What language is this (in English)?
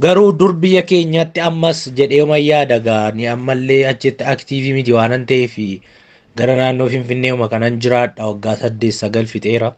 Oromo